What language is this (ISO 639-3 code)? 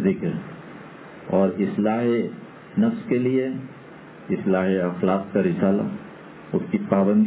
urd